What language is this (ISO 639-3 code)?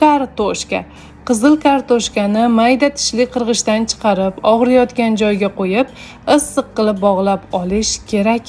uzb